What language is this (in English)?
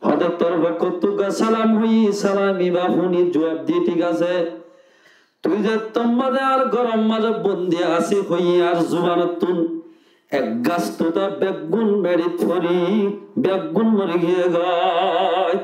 Rohingya